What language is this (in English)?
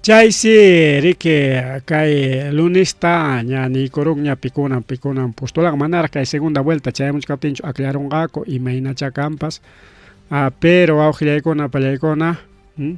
Ayacucho Quechua